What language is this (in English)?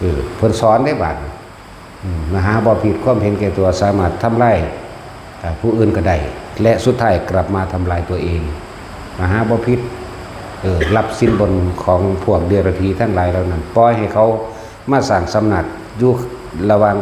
Northeastern Thai